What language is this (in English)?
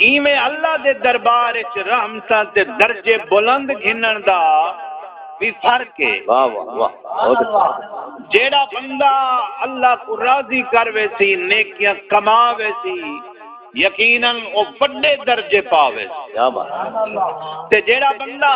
Saraiki